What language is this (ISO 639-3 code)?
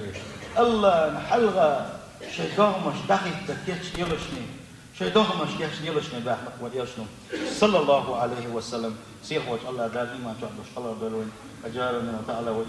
che